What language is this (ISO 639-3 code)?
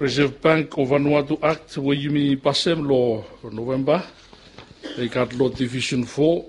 bis